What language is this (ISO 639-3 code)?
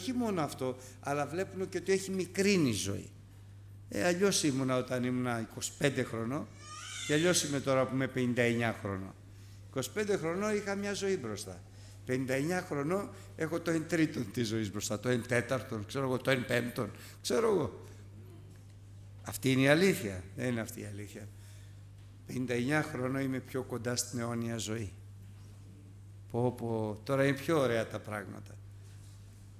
ell